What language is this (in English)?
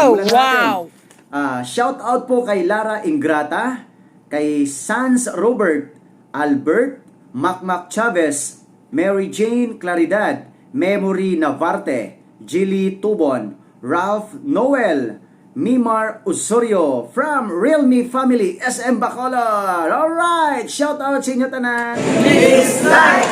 Hiligaynon